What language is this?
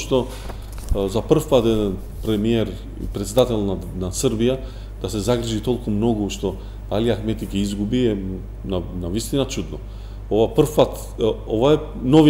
Macedonian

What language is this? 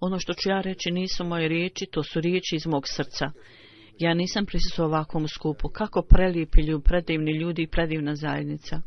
Bosnian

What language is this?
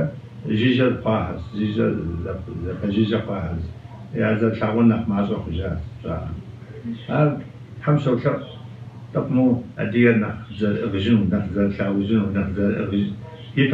Kabardian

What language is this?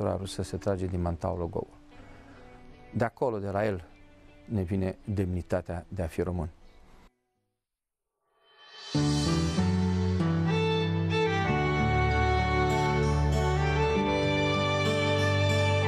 Romanian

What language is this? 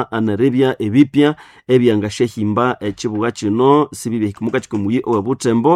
Nande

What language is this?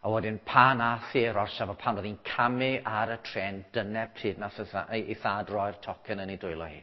Welsh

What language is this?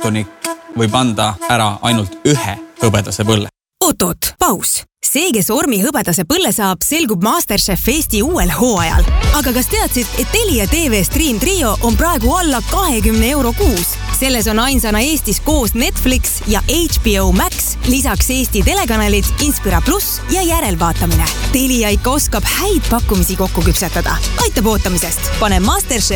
Estonian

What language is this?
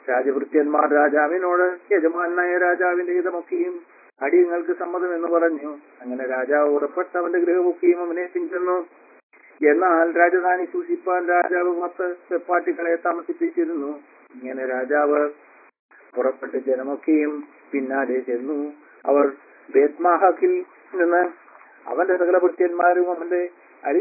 Malayalam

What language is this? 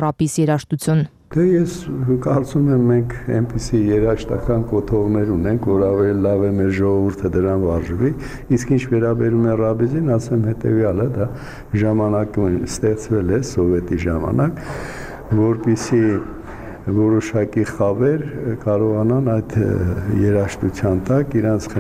Armenian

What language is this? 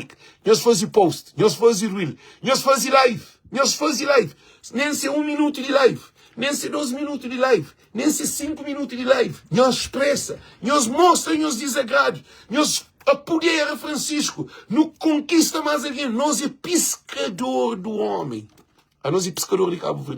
Kabuverdianu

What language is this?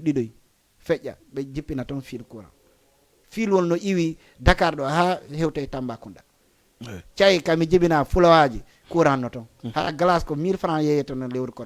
Fula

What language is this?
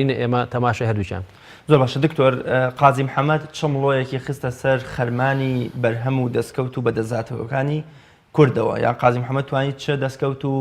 Central Kurdish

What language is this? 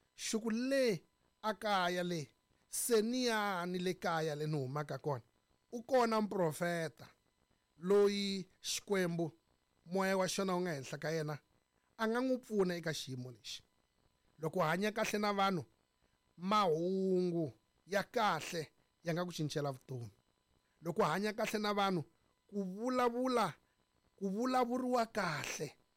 Tsonga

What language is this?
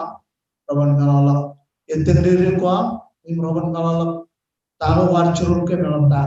Marshallese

